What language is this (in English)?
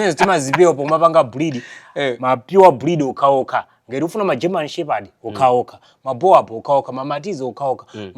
Nyanja